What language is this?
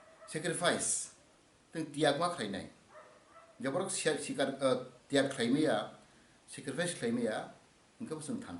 Kok Borok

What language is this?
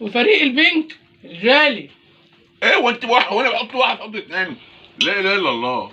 Egyptian Arabic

